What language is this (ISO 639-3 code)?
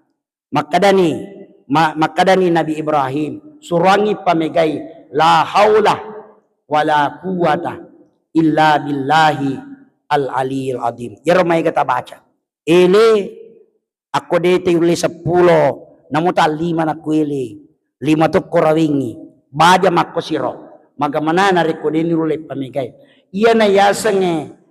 bug